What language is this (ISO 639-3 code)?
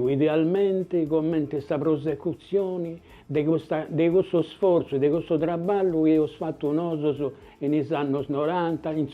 srd